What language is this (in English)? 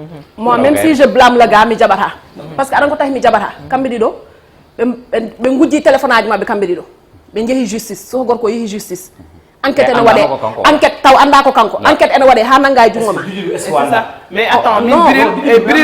Fula